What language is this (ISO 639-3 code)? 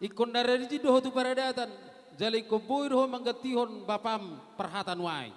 bbc